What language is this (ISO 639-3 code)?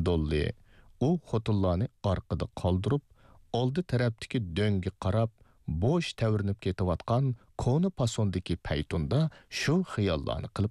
uig